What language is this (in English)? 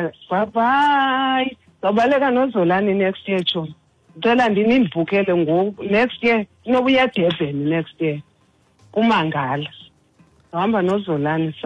Xhosa